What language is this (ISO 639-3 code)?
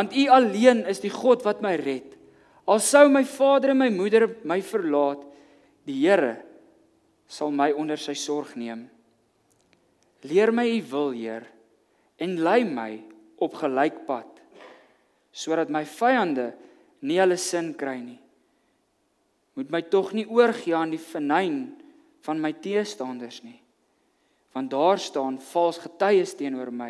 afr